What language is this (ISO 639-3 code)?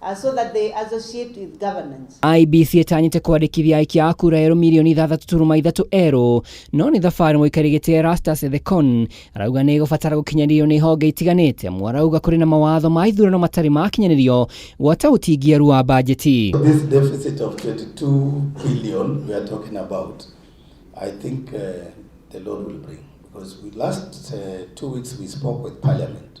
kik